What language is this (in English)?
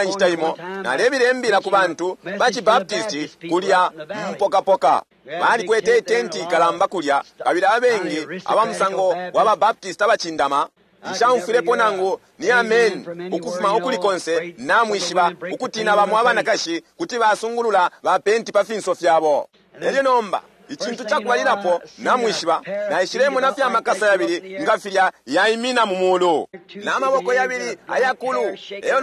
Bemba